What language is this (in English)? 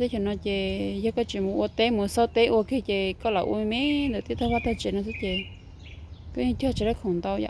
Hmong